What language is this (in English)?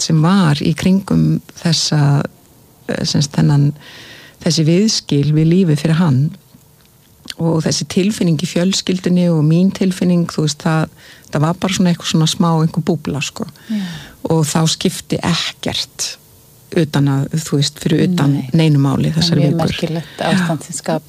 Icelandic